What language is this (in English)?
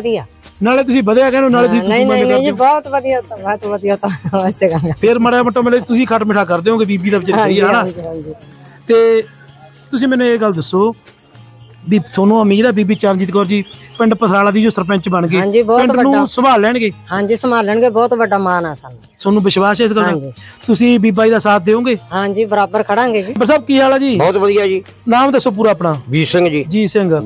Punjabi